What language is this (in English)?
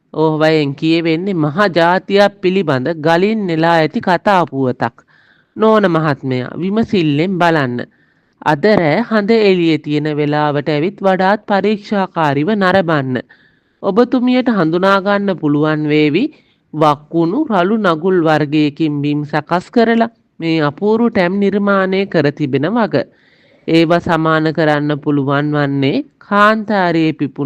Sinhala